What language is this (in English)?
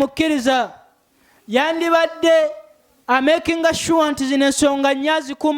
Ganda